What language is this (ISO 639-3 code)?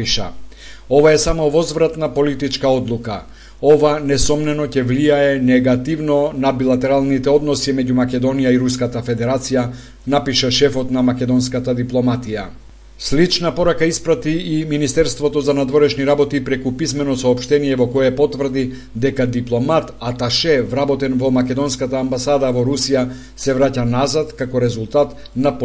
mkd